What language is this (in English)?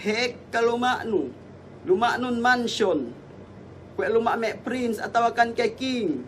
Yakan